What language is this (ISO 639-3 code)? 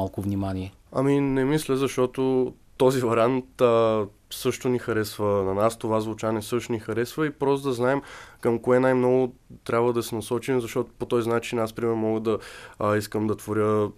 bul